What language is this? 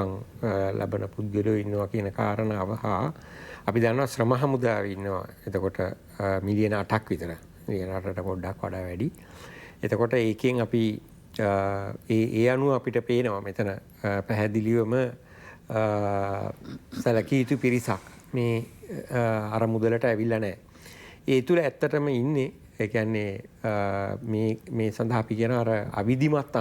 Sinhala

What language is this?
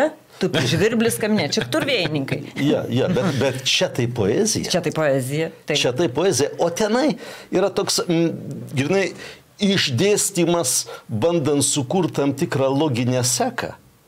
Lithuanian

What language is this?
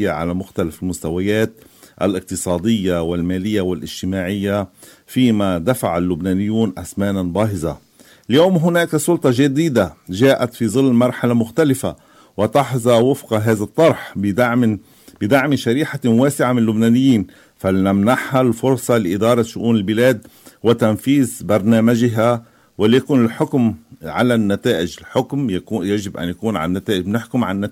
Arabic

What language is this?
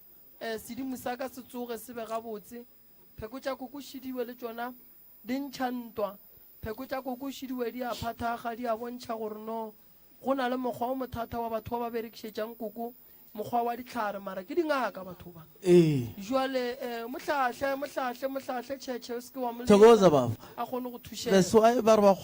Northern Sotho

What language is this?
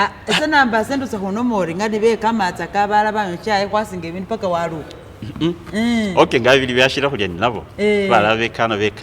Masaaba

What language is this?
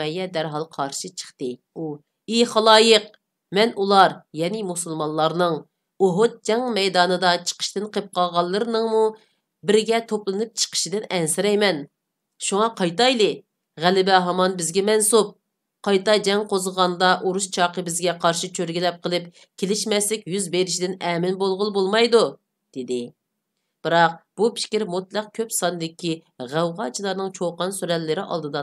Uyghur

